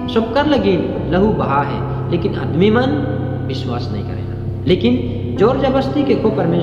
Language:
Sadri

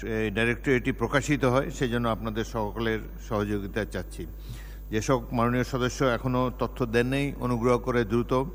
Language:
Bangla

